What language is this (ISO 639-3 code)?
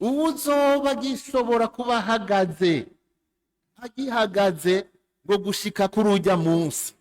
run